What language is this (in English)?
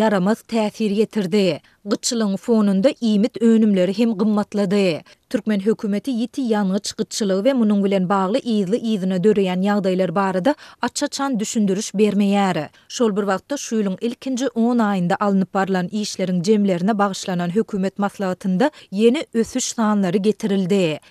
Turkmen